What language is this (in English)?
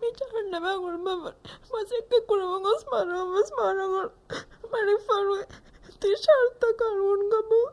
Divehi